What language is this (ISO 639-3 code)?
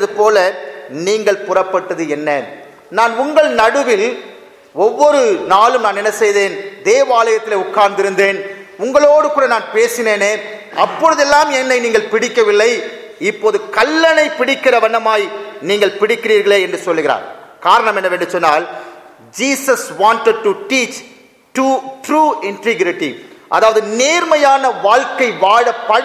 tam